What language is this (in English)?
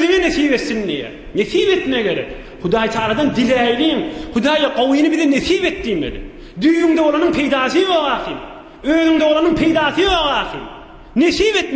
Turkmen